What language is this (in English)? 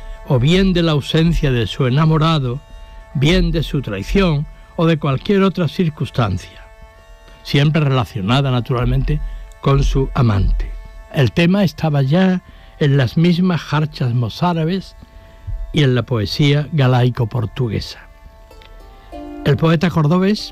Spanish